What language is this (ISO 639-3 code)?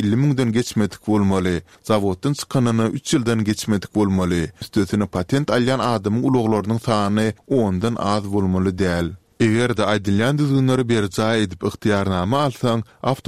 tuk